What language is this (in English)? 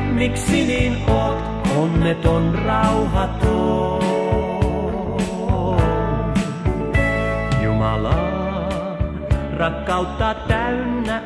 Finnish